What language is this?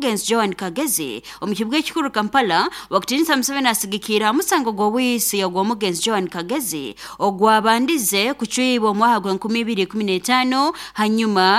Nyoro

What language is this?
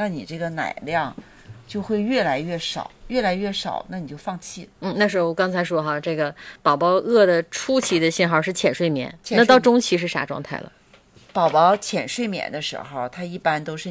Chinese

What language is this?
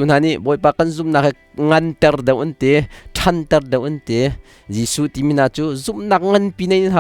Hakha Chin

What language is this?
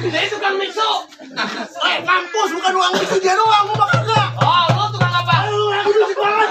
Betawi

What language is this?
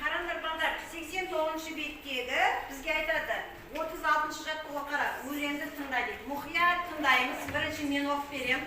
Kazakh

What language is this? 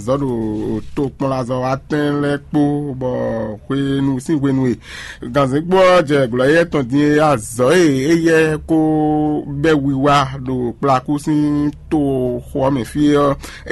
Fon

